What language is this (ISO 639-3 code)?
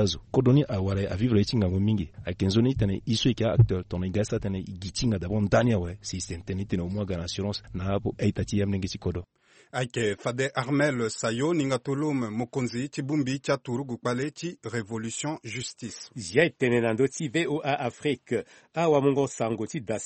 sag